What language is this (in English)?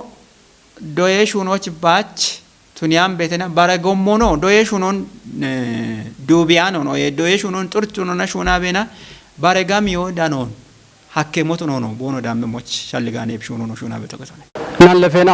Kafa